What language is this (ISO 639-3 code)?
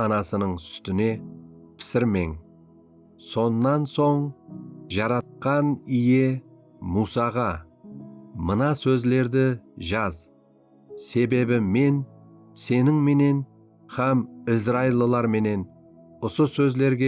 kaa